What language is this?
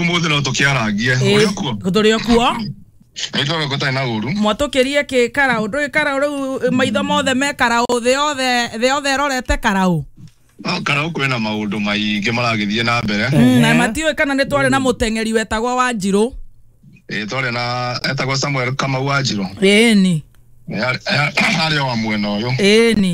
Kikuyu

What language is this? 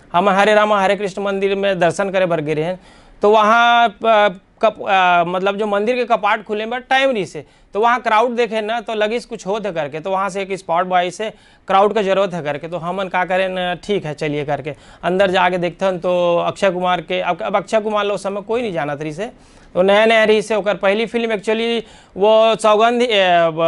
Chhattisgarhi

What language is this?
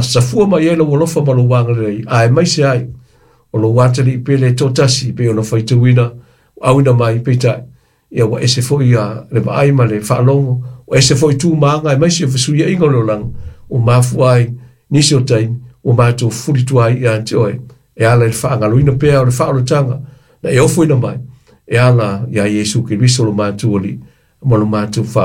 Samoan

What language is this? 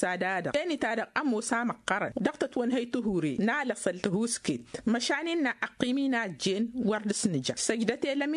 Tamasheq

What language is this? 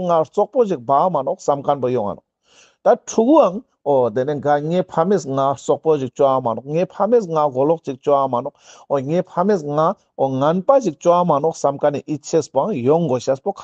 Ladakhi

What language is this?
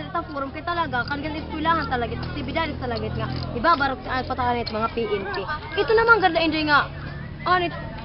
Waray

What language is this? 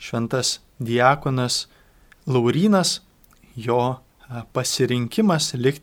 Lithuanian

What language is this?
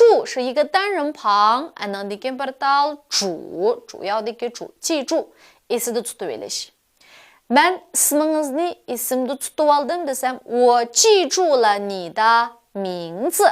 Uyghur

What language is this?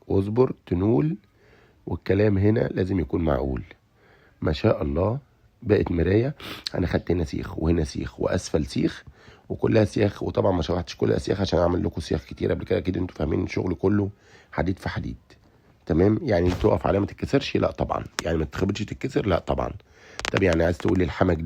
Egyptian Arabic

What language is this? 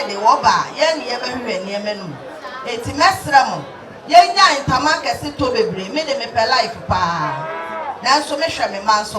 Akan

